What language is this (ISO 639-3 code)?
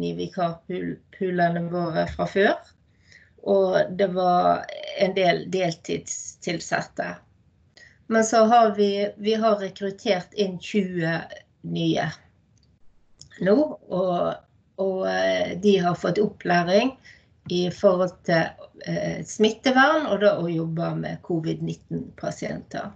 nor